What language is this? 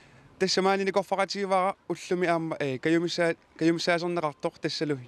Kalaallisut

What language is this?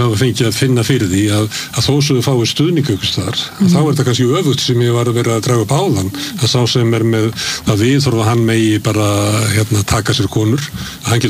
Icelandic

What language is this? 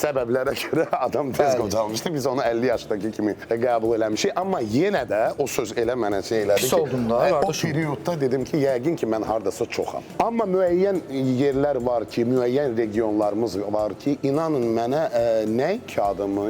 Azerbaijani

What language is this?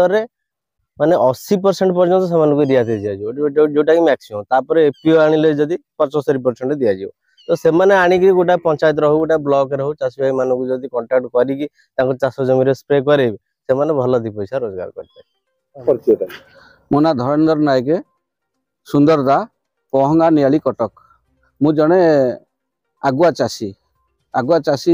Odia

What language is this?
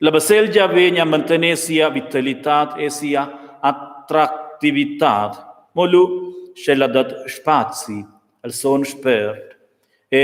Romansh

